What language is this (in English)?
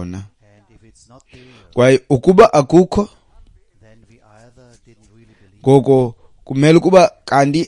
Xhosa